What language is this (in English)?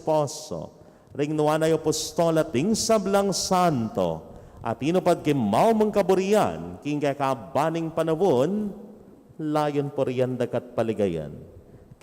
Pampanga